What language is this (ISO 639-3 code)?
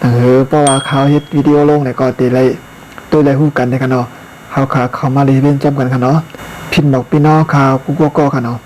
shn